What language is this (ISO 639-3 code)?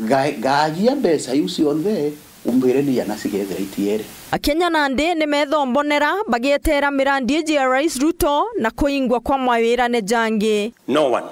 mer